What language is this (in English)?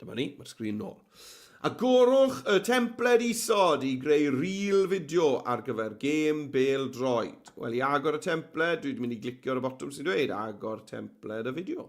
Welsh